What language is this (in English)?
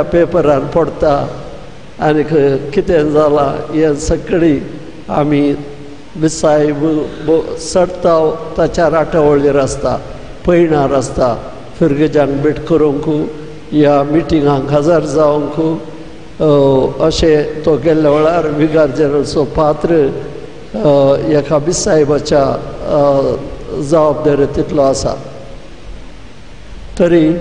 Konkani